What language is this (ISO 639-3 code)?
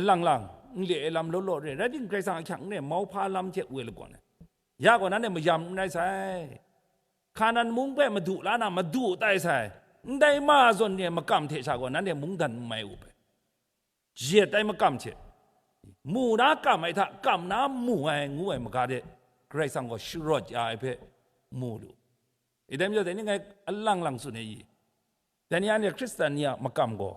kac